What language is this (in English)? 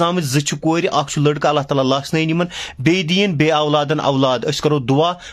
Kashmiri